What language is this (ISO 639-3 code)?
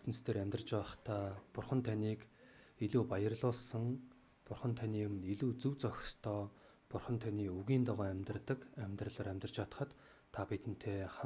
mon